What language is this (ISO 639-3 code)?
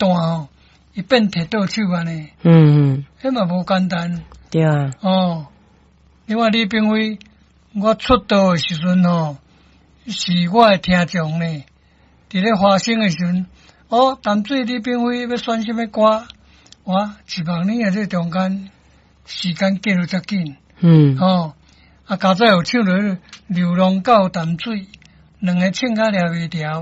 nan